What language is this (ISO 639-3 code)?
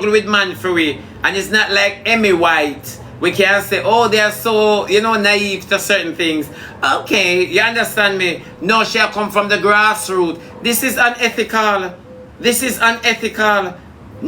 jam